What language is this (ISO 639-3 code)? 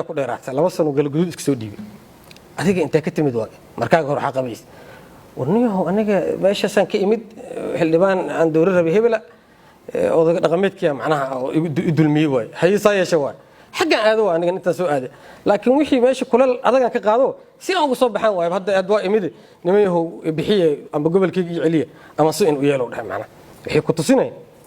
som